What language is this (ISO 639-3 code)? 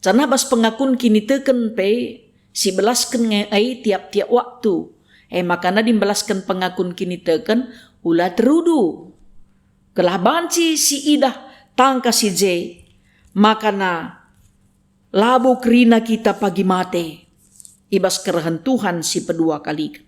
btx